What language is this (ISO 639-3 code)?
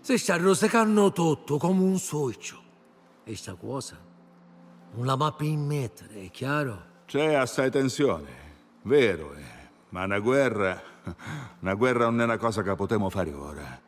scn